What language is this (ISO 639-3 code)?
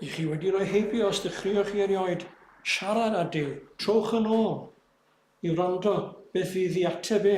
cym